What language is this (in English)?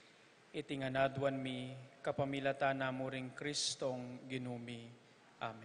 Pampanga